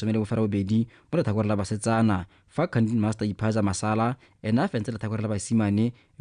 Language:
Tswana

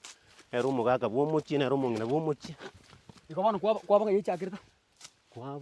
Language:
Gusii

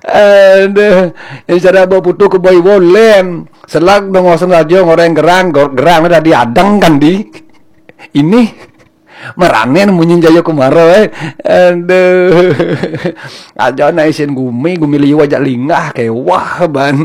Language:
Balinese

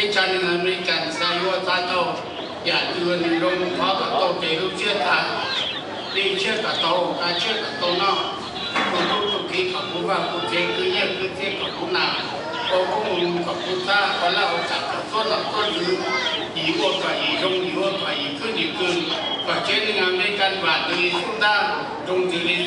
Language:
Hmong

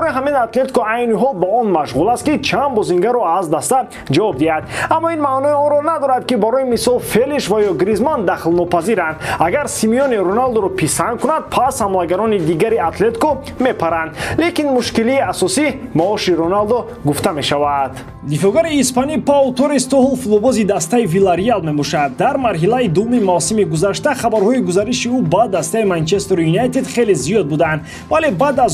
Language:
Tajik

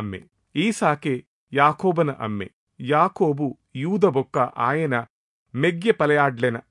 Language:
Tulu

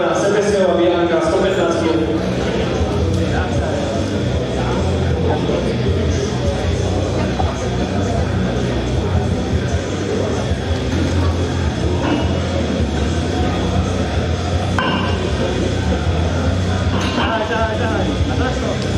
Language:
Slovak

